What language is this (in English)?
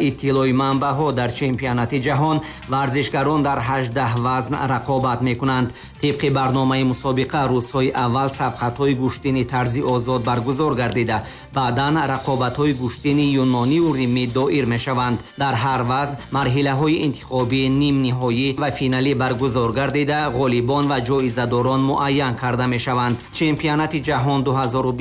Tajik